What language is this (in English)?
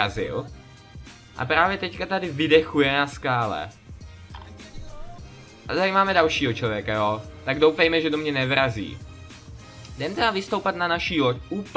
Czech